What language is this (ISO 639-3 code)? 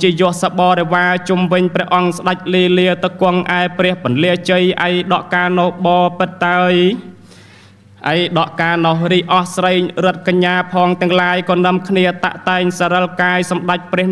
khm